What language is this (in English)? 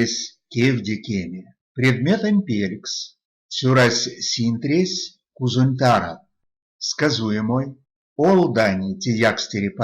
Erzya